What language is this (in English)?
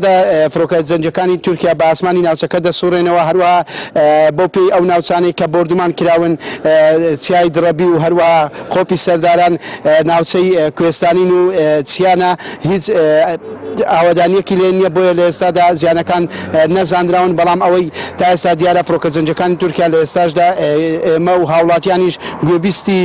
Central Kurdish